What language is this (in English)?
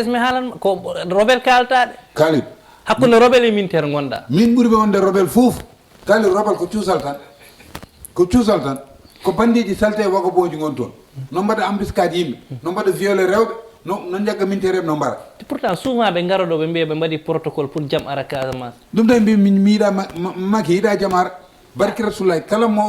Fula